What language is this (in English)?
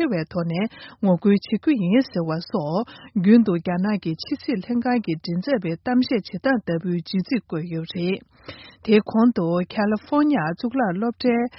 Tibetan